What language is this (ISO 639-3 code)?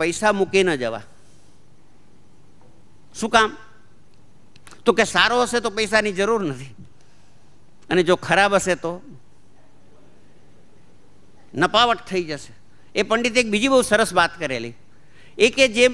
guj